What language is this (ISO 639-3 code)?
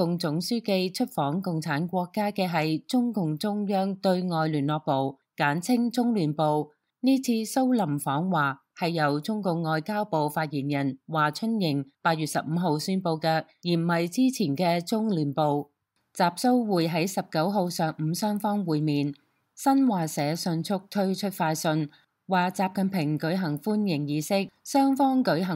yue